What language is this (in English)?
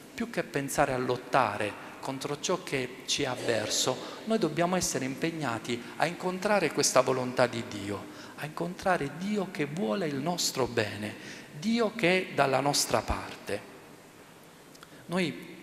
Italian